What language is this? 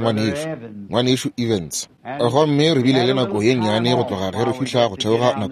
Northern Sotho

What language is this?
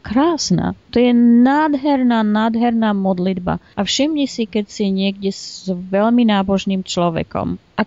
Slovak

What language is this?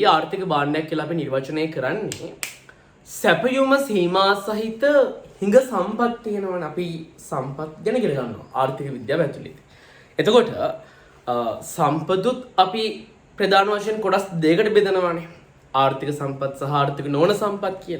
Sinhala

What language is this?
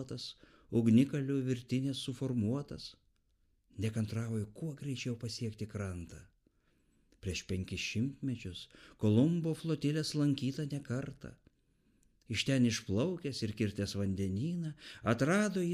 Lithuanian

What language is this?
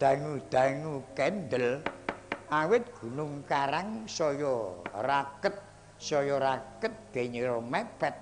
Javanese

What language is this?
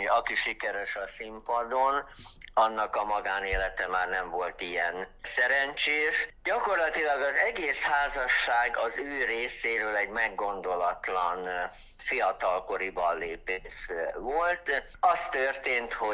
Hungarian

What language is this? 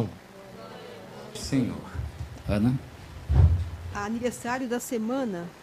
Portuguese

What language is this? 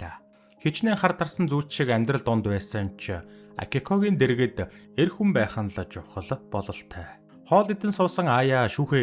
Mongolian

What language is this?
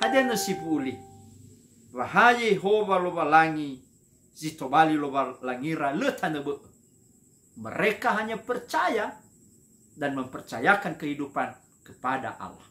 Nias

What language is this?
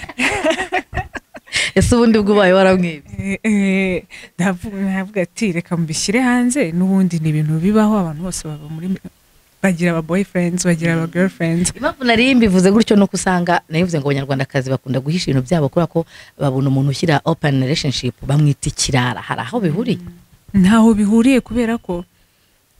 Kinyarwanda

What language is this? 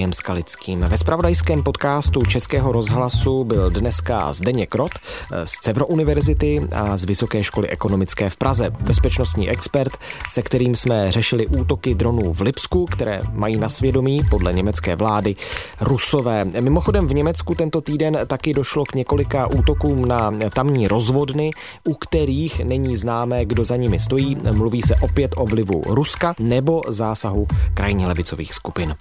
Czech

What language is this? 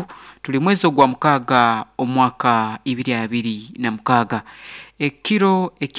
Nyoro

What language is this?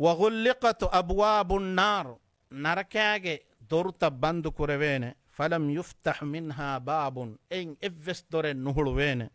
Divehi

